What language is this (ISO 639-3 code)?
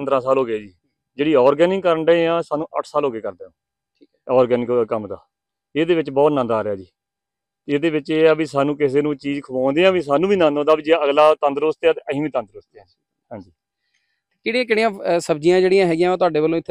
pan